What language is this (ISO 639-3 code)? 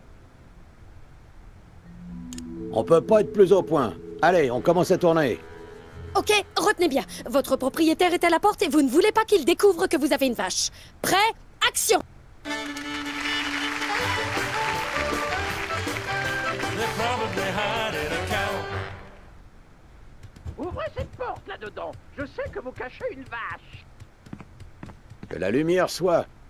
fra